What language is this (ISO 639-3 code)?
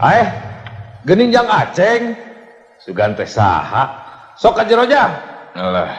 sun